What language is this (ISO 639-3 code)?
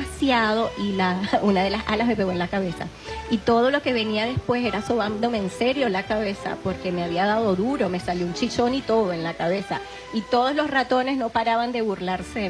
spa